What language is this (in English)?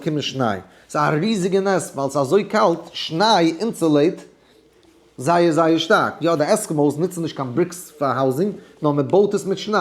Yiddish